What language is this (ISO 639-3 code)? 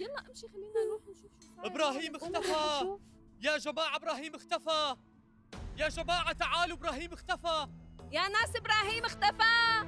apc